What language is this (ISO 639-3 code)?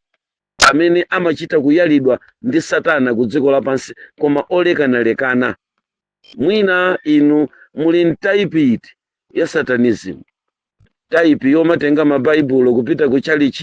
nya